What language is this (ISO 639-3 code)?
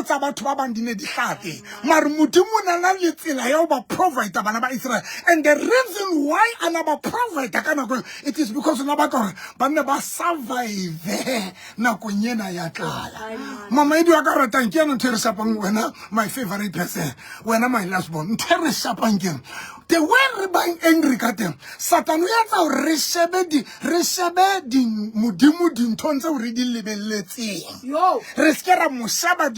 sot